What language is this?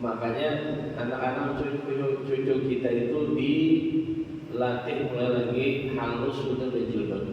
Banjar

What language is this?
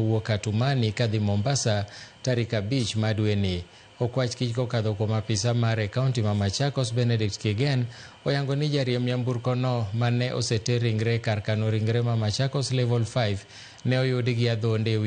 Luo (Kenya and Tanzania)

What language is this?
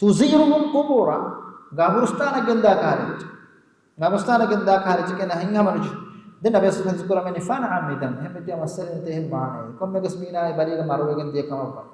Divehi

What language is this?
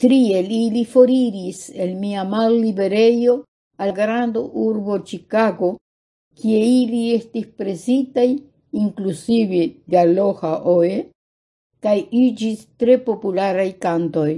Esperanto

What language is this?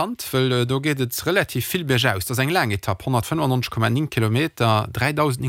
Luxembourgish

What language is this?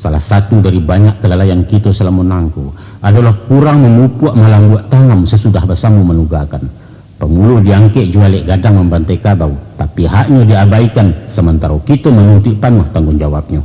Minangkabau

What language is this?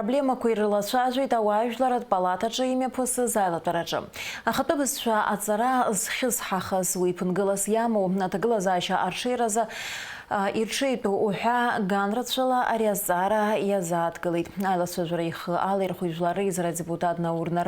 Abkhazian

